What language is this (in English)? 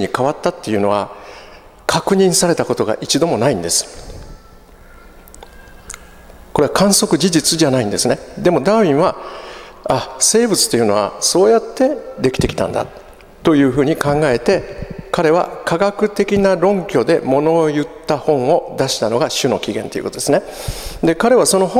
Japanese